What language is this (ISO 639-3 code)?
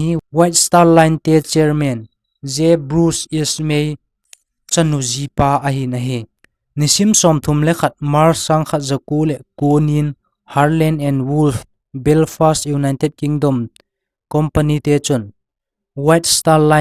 tcz